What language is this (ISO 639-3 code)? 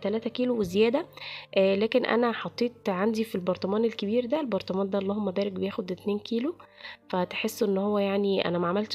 arz